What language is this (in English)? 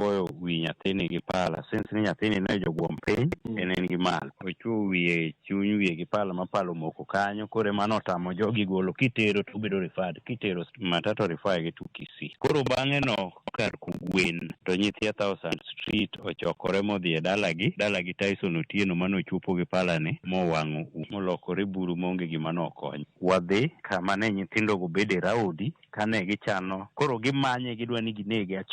Luo (Kenya and Tanzania)